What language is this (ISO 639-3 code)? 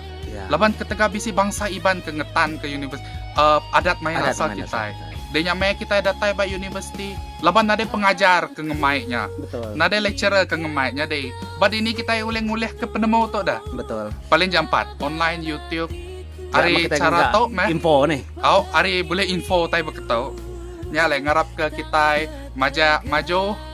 iba